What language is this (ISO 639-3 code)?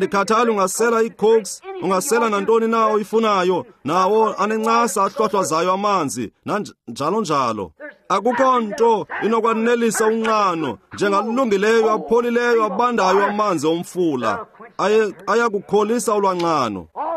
xho